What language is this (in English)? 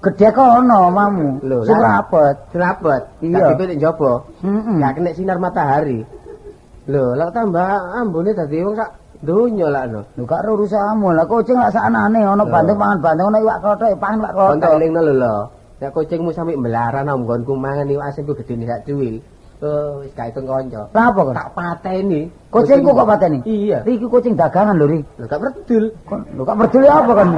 Javanese